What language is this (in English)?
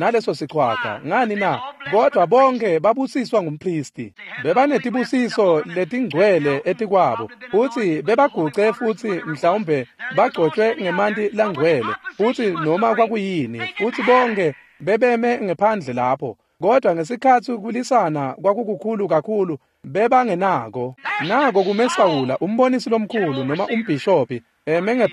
Swati